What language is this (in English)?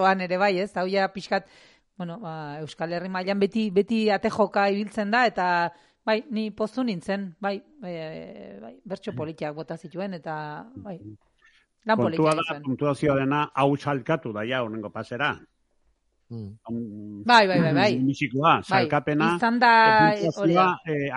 Basque